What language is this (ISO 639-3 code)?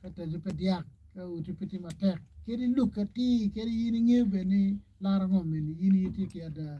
ach